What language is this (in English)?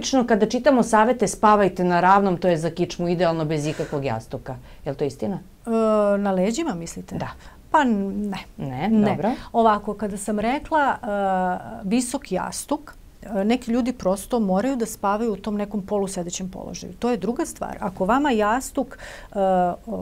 Serbian